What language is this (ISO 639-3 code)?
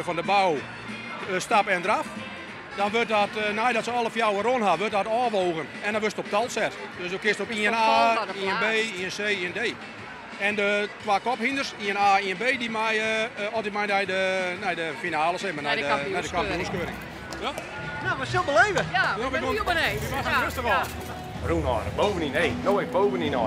fry